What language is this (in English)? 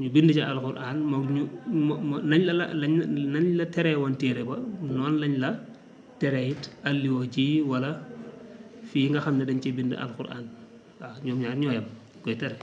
Wolof